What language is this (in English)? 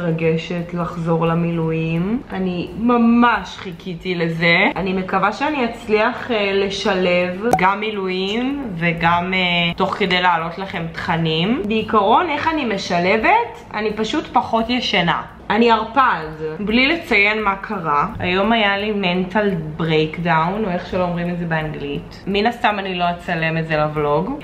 Hebrew